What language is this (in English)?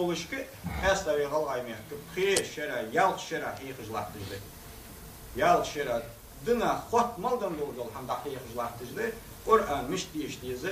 Ingush